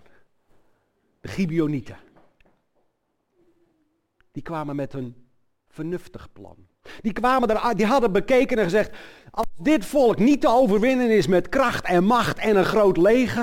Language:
Dutch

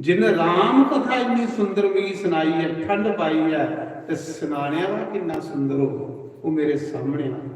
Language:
Dogri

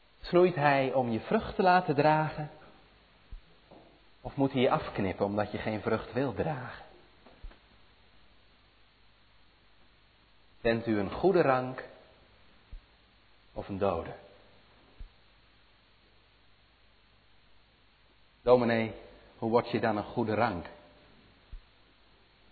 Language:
Dutch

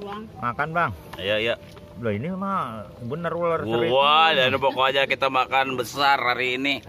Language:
Betawi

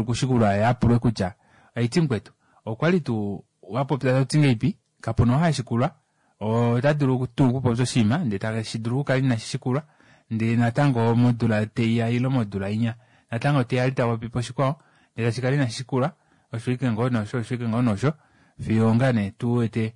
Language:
Kuanyama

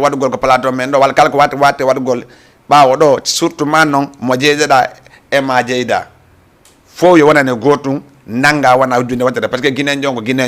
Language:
Fula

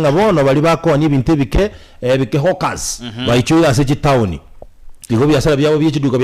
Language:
Gusii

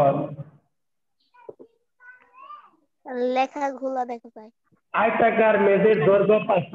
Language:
Bangla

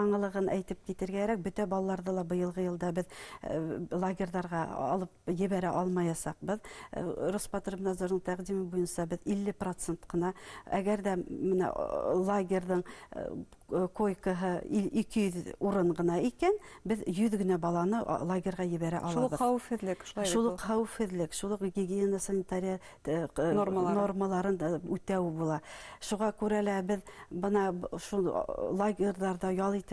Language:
Bashkir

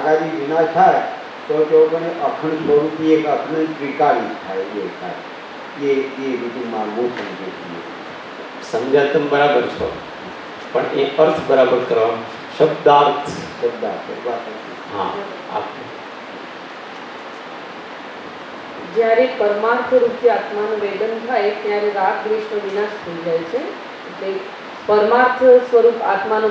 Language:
Gujarati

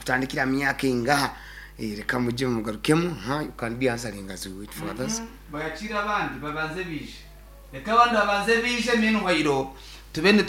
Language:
Nyankole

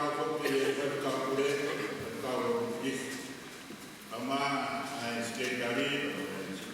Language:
Tongan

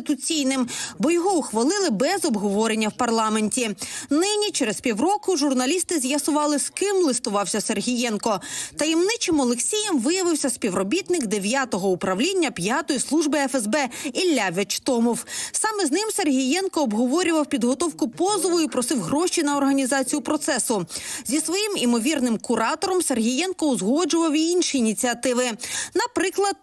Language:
Ukrainian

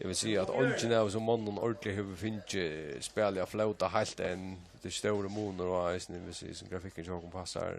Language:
Faroese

